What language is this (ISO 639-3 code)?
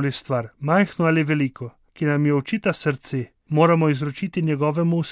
slv